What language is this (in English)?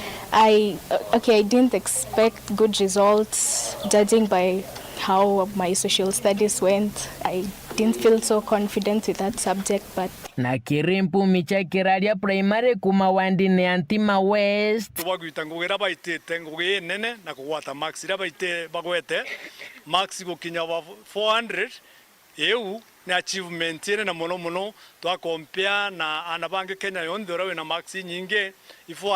Meru